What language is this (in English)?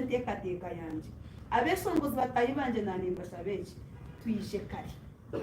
Nyankole